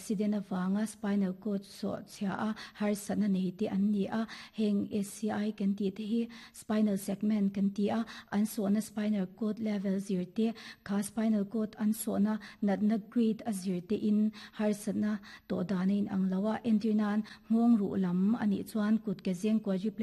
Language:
Mizo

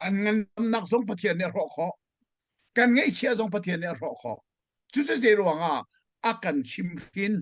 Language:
Hakha Chin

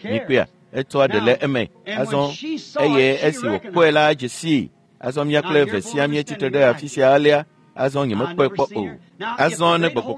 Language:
Ewe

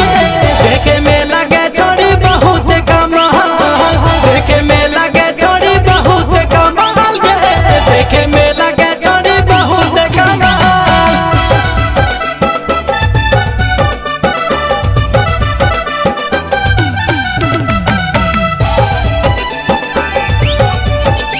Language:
Bhojpuri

